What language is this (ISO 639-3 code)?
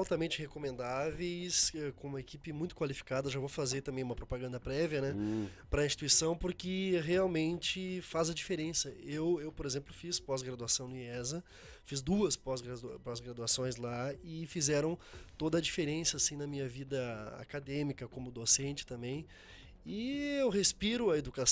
por